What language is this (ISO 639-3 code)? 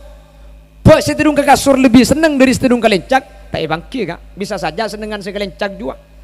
mad